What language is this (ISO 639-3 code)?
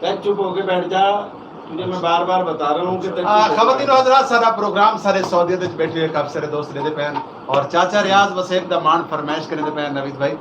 skr